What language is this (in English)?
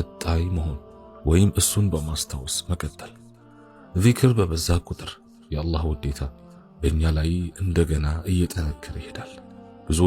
Amharic